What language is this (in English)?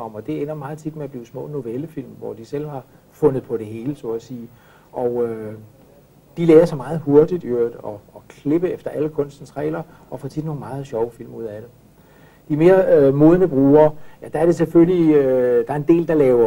Danish